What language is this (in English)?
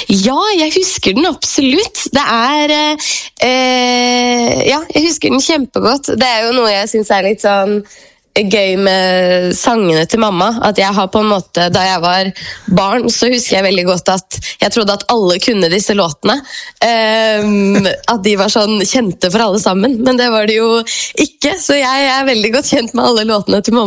Norwegian